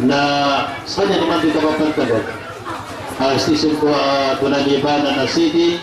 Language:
Maranao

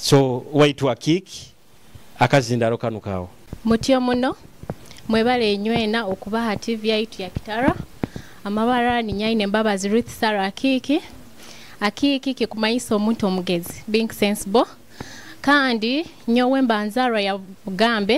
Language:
Nyoro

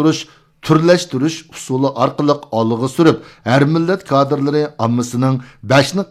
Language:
Uyghur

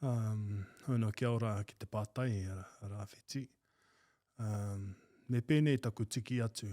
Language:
Māori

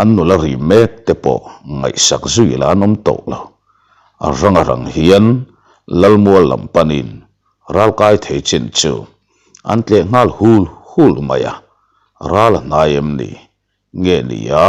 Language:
Mizo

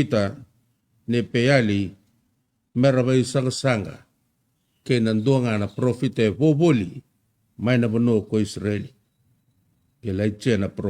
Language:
Fijian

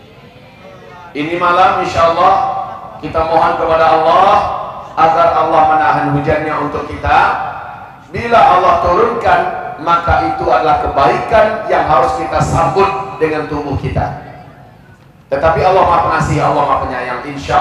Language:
Indonesian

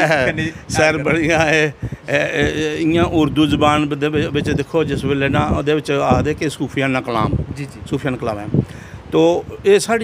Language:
Dogri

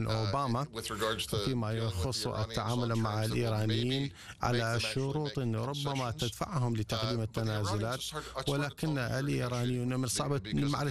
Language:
Arabic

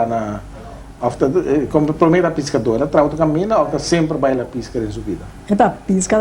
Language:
Papiamento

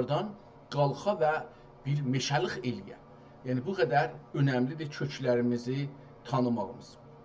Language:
South Azerbaijani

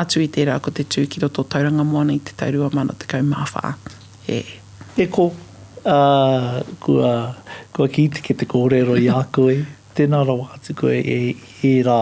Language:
Māori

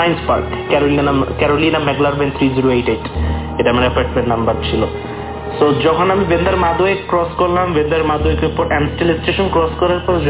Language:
Bangla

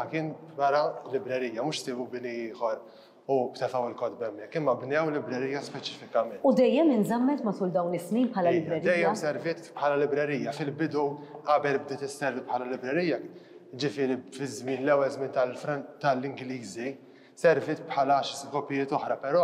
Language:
Maltese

